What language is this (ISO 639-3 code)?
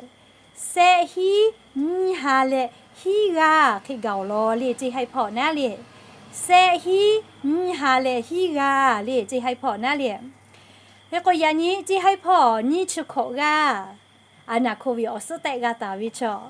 lhu